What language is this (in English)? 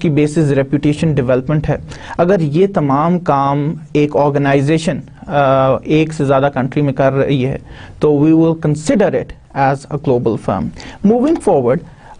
Urdu